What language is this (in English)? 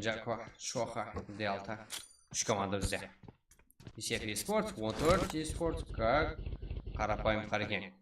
Kara-Kalpak